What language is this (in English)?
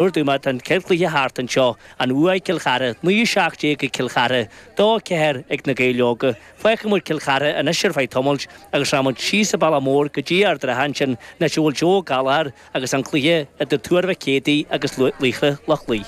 Irish